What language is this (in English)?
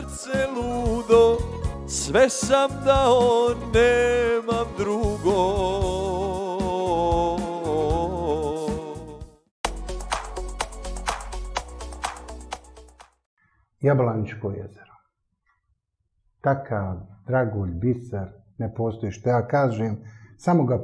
Bosnian